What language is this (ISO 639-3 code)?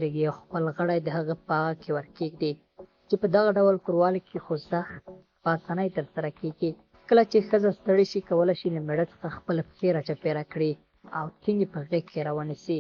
pus